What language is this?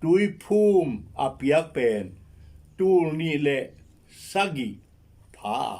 Tedim Chin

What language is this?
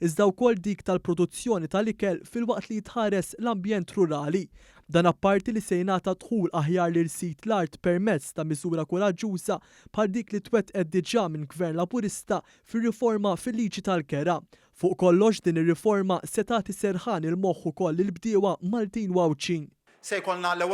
Maltese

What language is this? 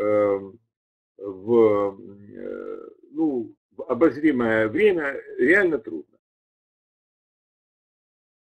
Russian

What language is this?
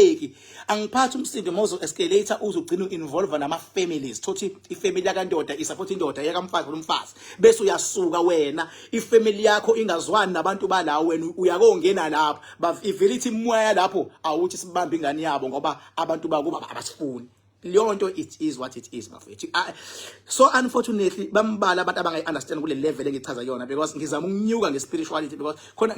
Zulu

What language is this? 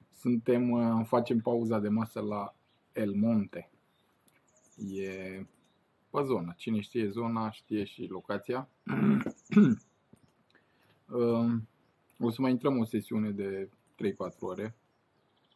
Romanian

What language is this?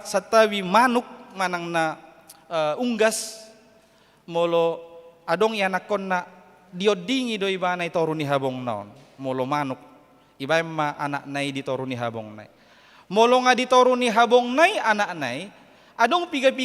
Batak Toba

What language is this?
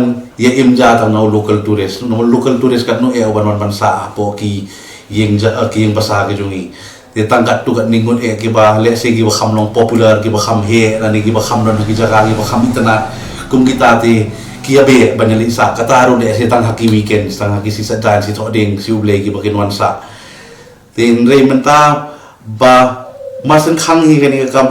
Khasi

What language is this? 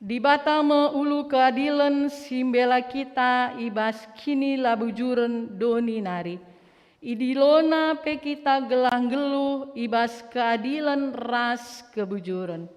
Batak Karo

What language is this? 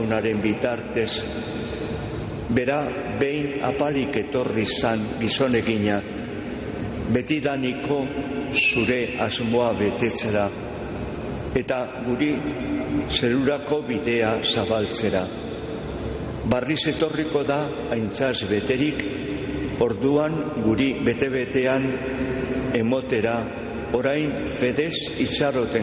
Basque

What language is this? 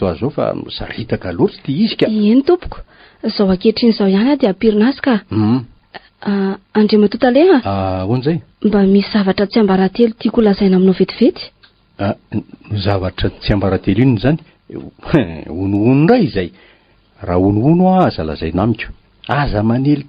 Malagasy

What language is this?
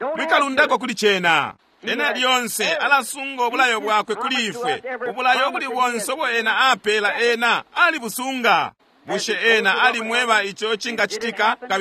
Bemba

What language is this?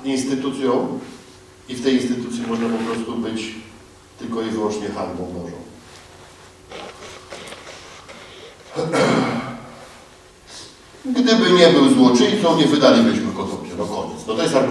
Polish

